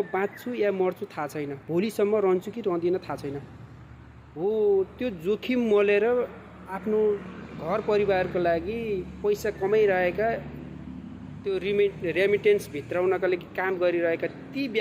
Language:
Nepali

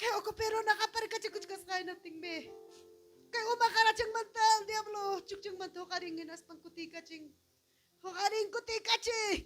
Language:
Ayacucho Quechua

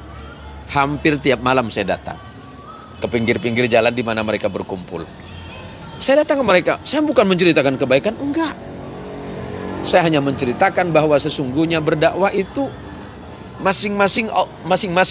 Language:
Indonesian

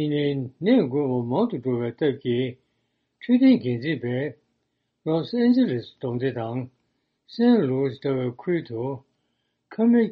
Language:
Tibetan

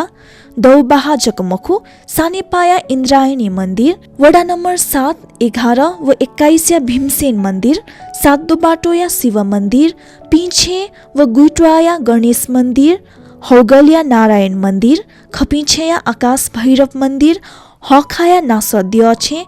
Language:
Newari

